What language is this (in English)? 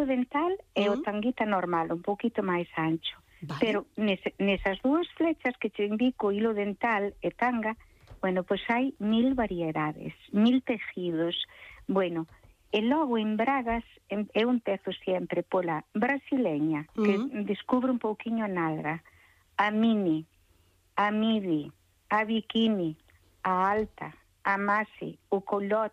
Galician